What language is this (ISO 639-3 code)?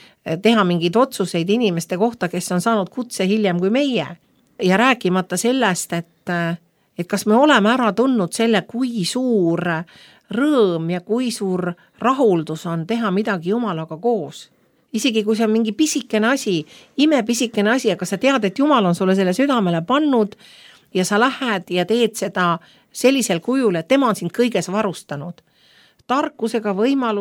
est